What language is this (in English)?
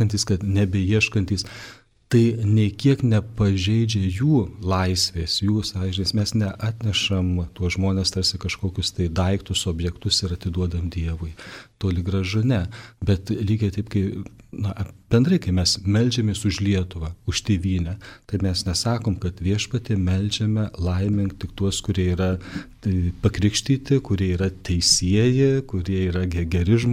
Lithuanian